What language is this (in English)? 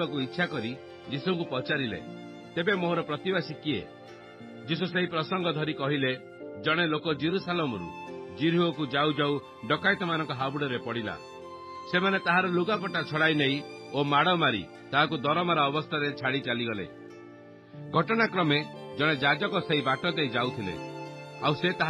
Odia